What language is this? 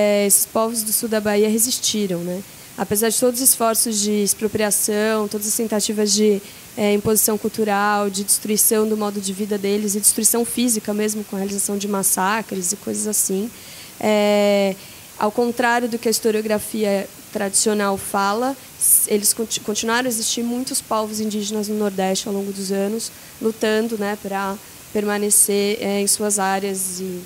Portuguese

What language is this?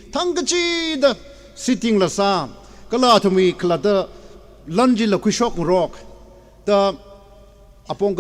Tangkhul Naga (India)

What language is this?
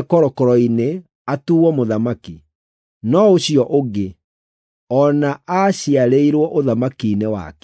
Kikuyu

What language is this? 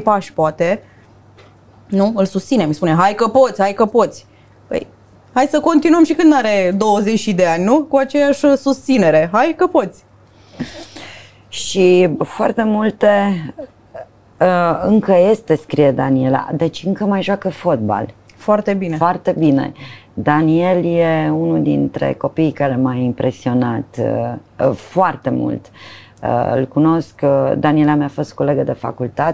Romanian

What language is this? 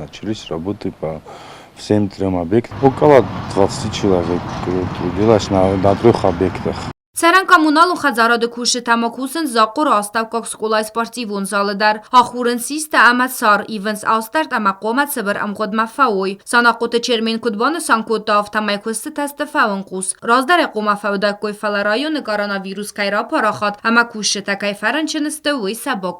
Ossetic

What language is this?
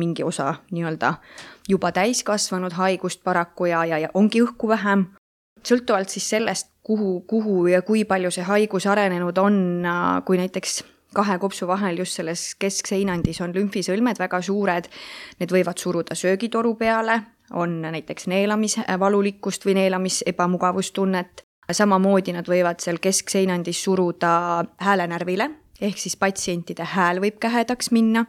Estonian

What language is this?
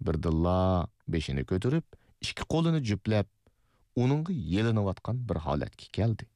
Uyghur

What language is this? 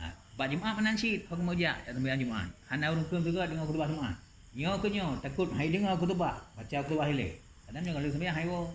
Achinese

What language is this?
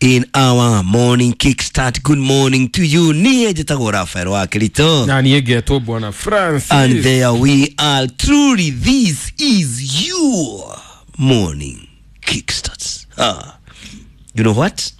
Kikuyu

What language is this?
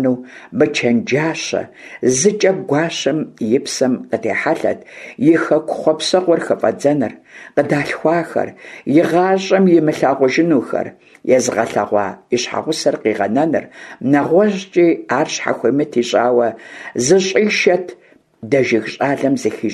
Kabardian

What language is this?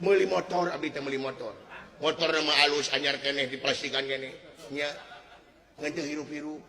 Sundanese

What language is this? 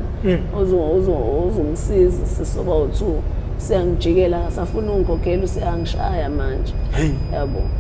Zulu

